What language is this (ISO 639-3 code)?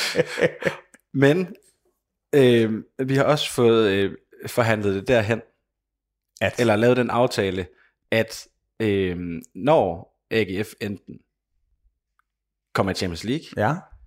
dan